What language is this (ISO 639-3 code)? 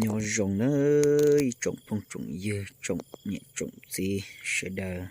hmn